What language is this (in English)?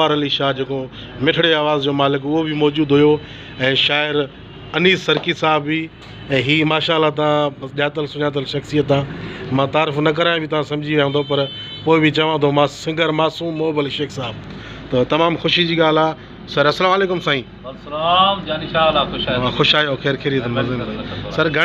Sindhi